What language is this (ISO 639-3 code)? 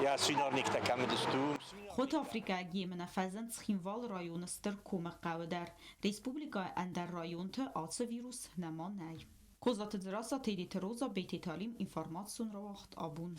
oss